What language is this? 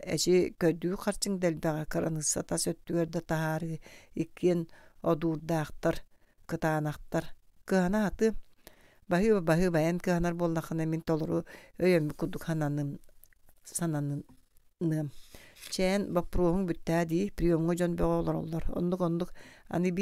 Yakut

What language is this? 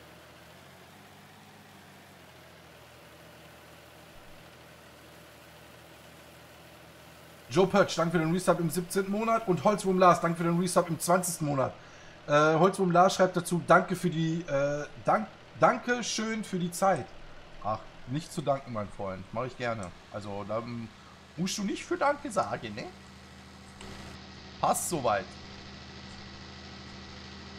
German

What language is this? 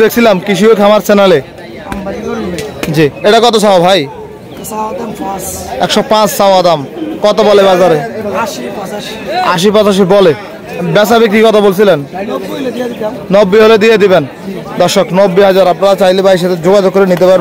Bangla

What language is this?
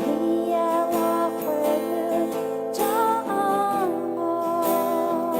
Akha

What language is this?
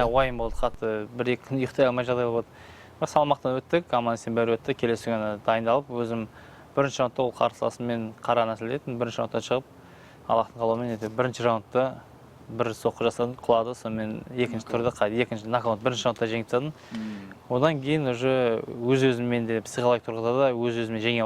Kazakh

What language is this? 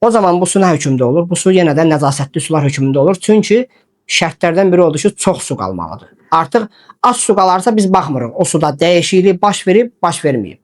Azerbaijani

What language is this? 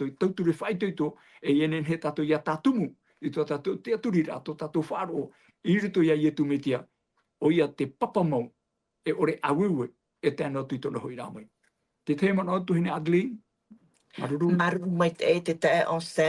Tahitian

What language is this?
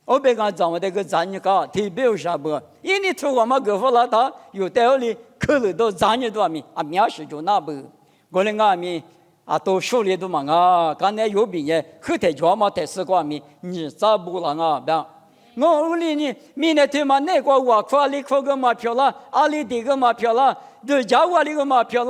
Lisu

